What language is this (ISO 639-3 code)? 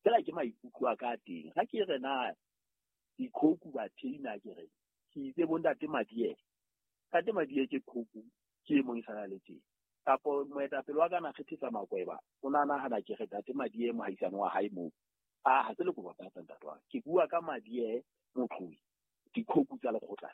sot